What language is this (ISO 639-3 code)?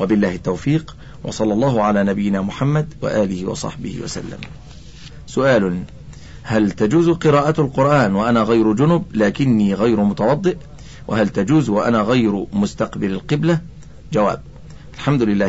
ara